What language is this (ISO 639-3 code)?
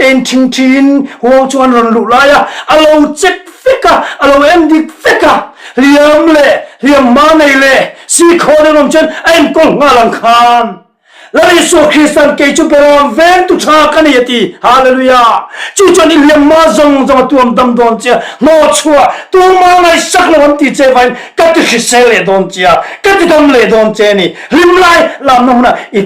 lus